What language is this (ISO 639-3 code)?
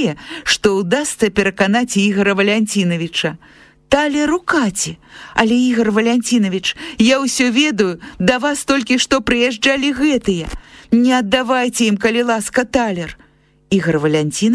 bel